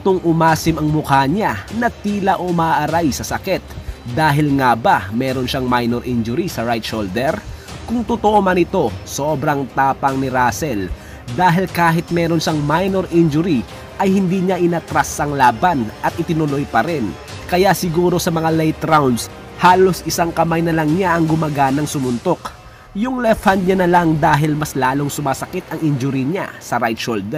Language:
Filipino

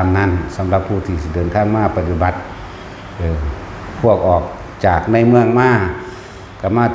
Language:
Northeastern Thai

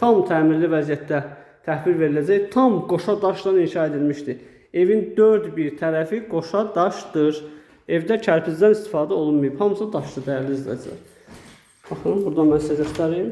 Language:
Azerbaijani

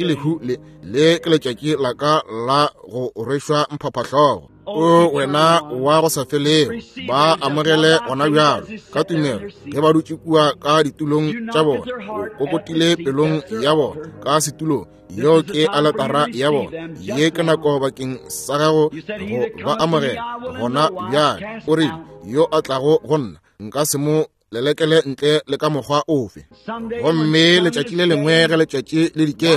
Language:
Northern Sotho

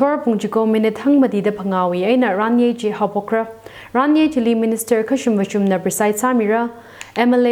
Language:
Tangkhul Naga (India)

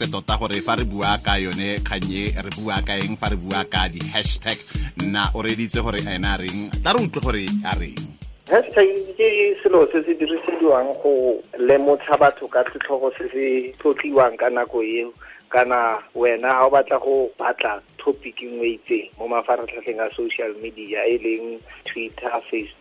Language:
Tswana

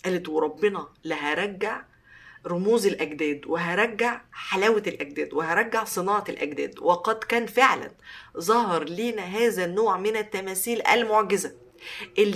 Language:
Egyptian Arabic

